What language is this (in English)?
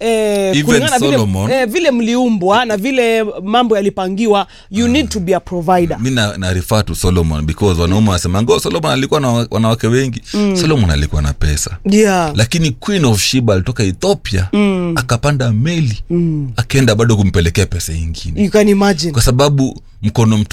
Swahili